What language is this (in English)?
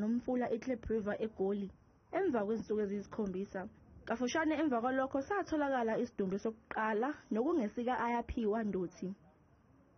Zulu